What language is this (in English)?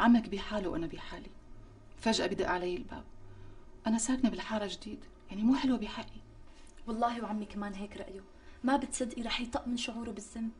North Levantine Arabic